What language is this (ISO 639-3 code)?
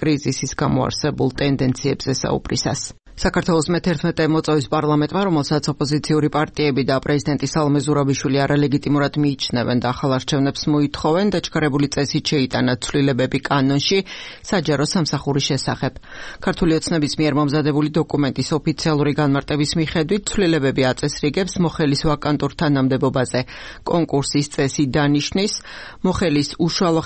kat